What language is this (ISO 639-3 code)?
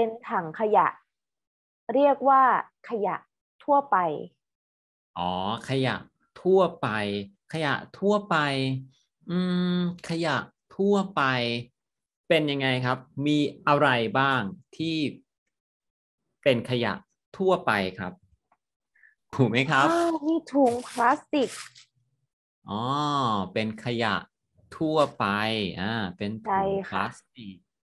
tha